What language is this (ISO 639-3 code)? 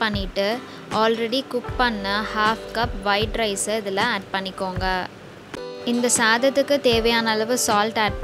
tam